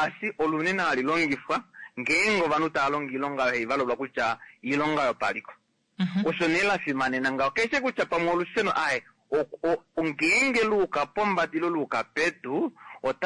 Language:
Kuanyama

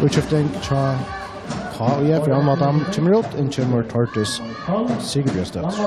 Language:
Faroese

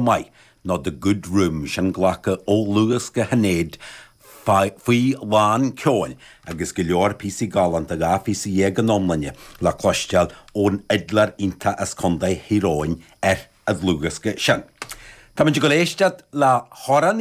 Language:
Irish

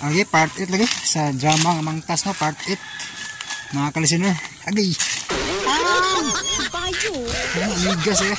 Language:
Cebuano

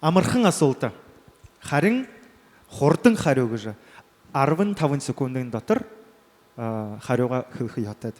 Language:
Buriat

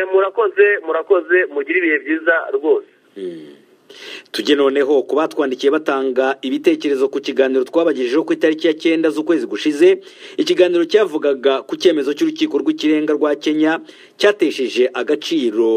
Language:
Kinyarwanda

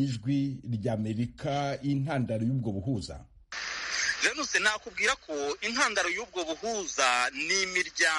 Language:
Kinyarwanda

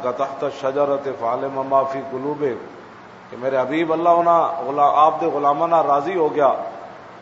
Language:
Western Panjabi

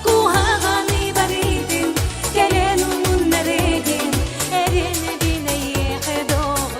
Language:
Yakut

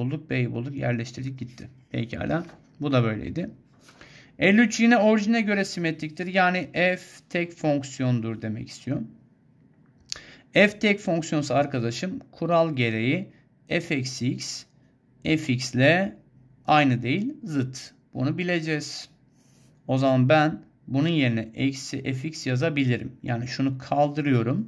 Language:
Turkish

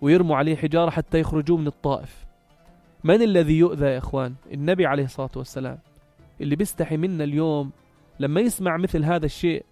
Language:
North Levantine Arabic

